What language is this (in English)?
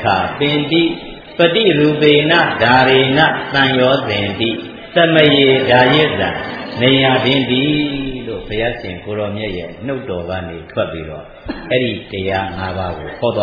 Burmese